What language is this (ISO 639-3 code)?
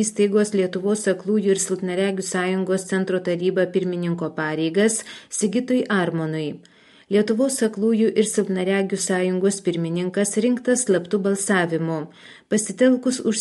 lit